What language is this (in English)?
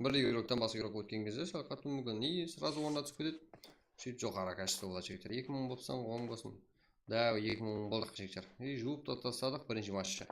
Kara-Kalpak